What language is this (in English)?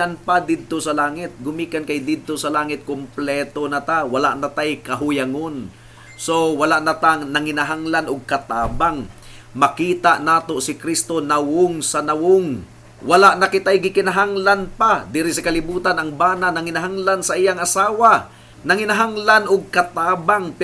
Cebuano